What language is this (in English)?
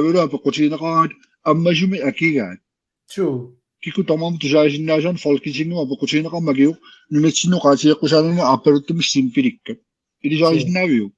Kalaallisut